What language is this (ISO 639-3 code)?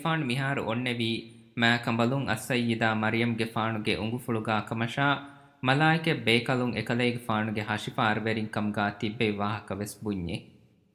div